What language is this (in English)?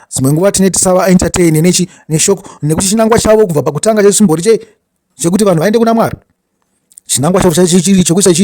Shona